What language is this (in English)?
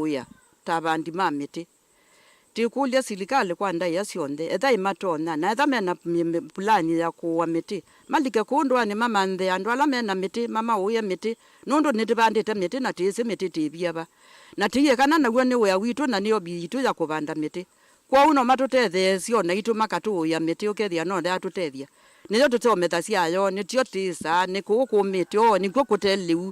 Kamba